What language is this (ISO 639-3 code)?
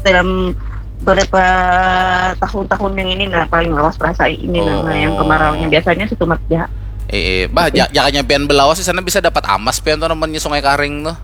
bjn